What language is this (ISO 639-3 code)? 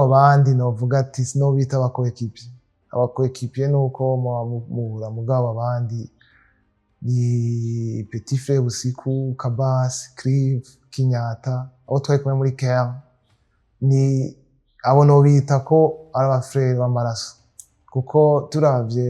run